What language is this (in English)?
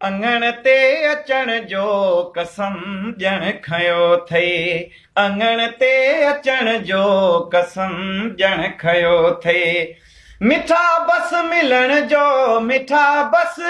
Sindhi